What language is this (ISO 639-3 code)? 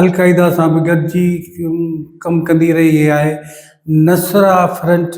snd